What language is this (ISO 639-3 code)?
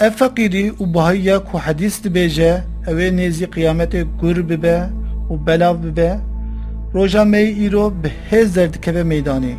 kur